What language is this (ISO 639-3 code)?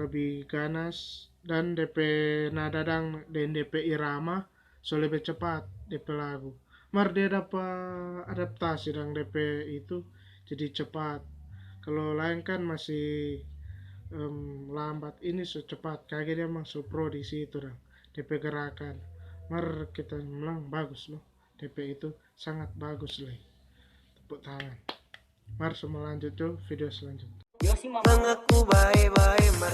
xmm